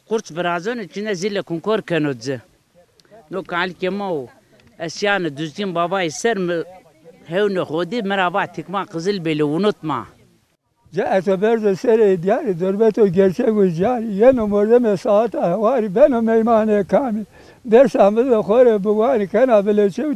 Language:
Zaza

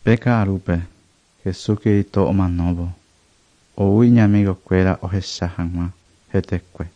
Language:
Guarani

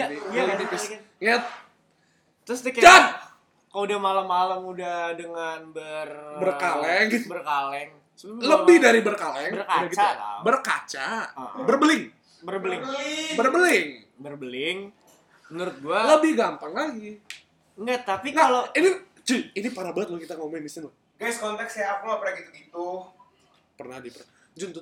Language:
Indonesian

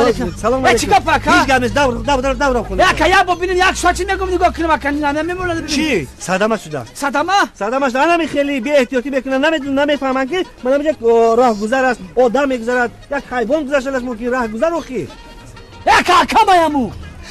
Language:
Tajik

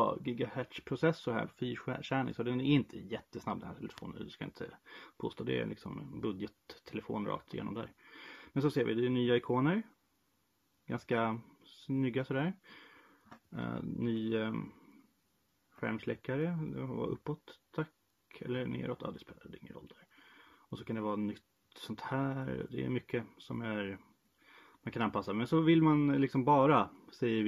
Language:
Swedish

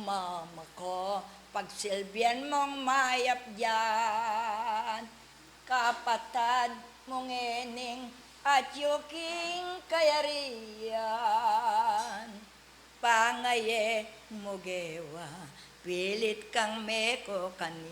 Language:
Pampanga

